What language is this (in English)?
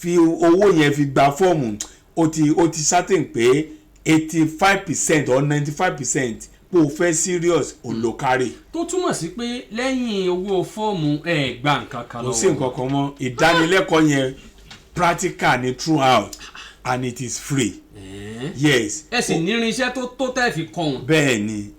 Yoruba